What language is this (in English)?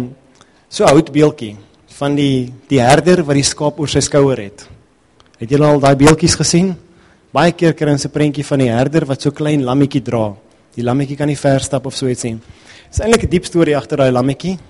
Afrikaans